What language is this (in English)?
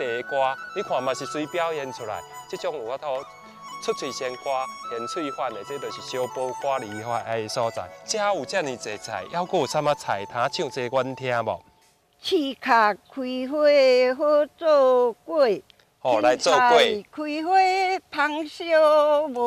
Min Nan Chinese